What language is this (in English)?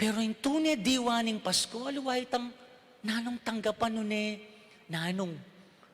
Pampanga